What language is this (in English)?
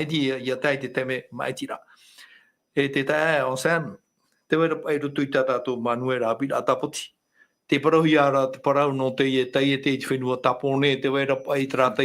Tahitian